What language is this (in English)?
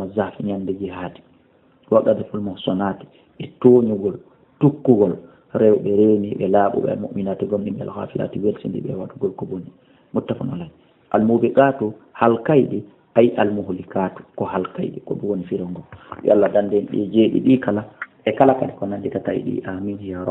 Fula